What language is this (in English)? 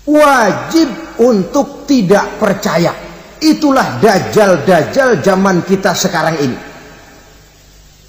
Indonesian